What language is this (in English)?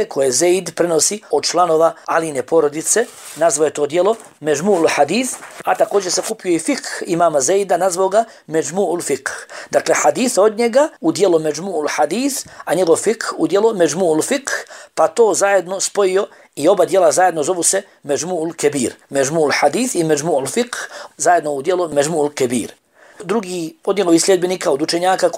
Bosnian